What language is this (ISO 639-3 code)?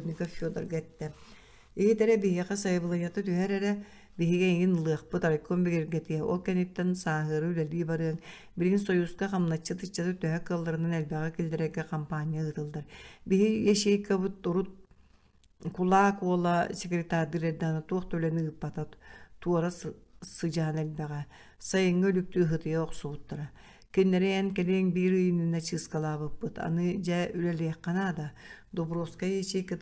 sah